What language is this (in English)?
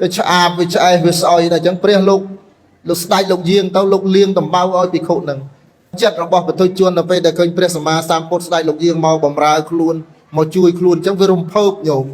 Khmer